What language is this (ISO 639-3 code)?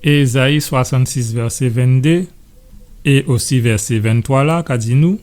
gcf